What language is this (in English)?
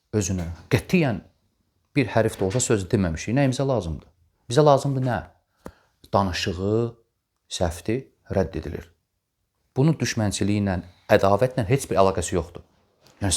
Azerbaijani